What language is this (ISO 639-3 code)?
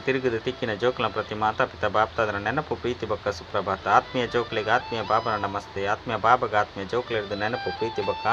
tcy